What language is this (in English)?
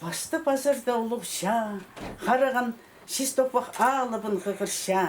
Khakas